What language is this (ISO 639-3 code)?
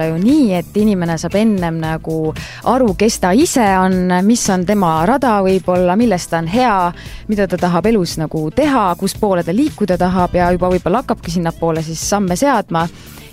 est